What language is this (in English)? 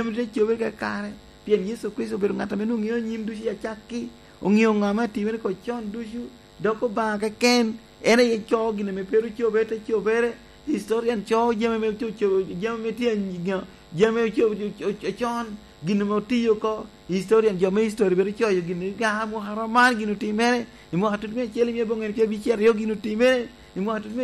Lango (Uganda)